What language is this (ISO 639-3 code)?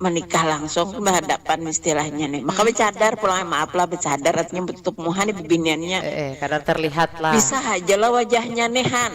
bjn